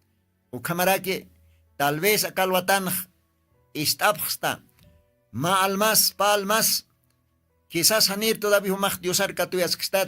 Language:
Aymara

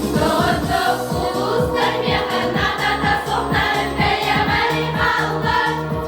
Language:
Yakut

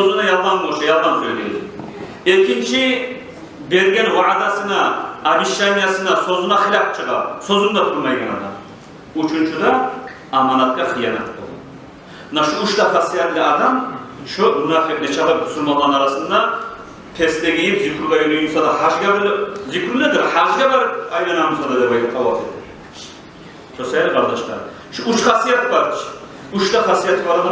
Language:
Kumyk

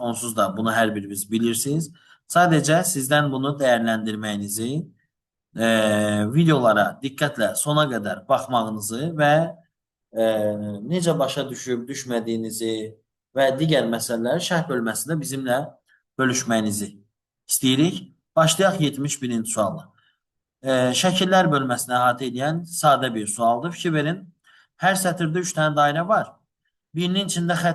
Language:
Azerbaijani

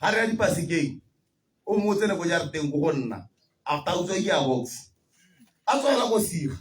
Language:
Tswana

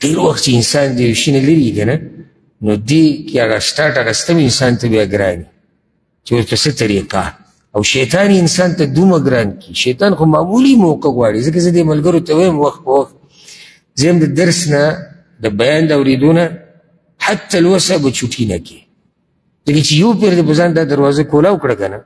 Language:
Pashto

